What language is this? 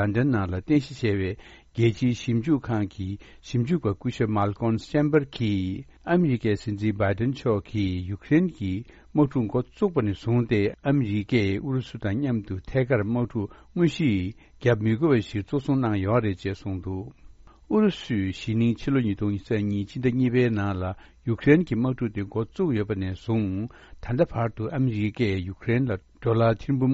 Tibetan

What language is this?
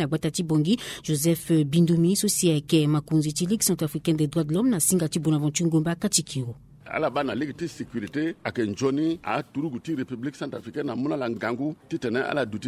Sango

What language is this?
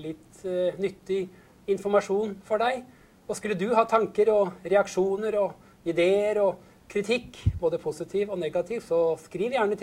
Norwegian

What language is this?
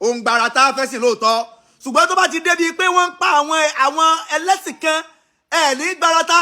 Yoruba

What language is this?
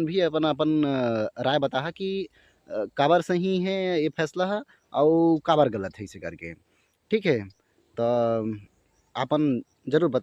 Chhattisgarhi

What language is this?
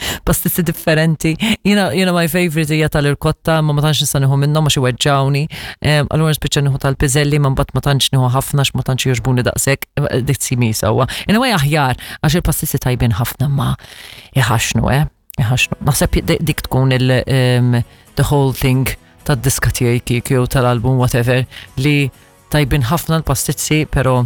Maltese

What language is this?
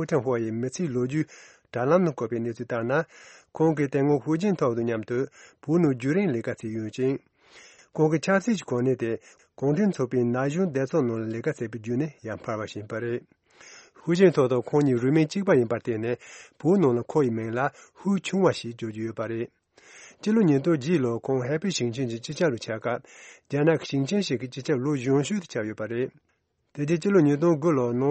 Tibetan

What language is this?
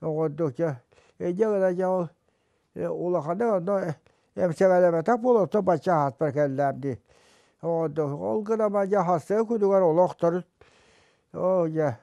Yakut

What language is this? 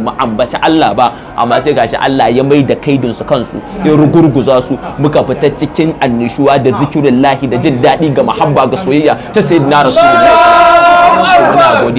Hausa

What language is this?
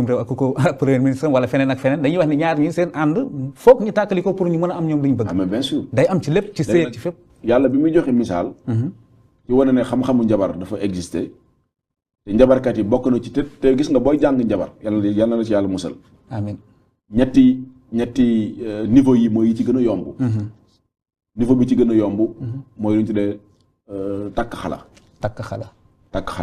Wolof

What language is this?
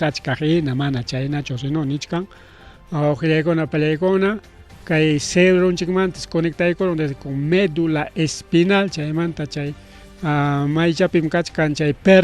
Ayacucho Quechua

